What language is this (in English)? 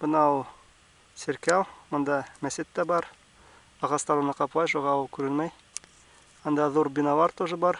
Bashkir